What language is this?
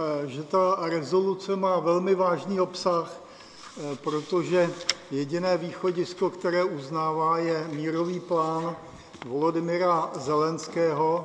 Czech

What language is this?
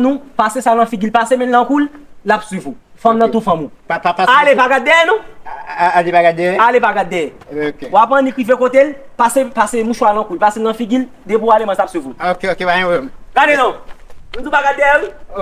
Haitian Creole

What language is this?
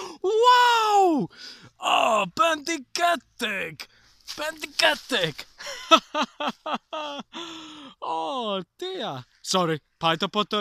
Welsh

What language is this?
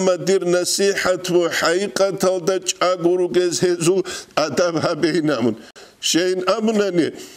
Avaric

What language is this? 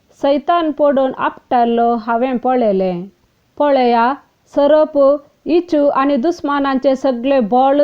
Konkani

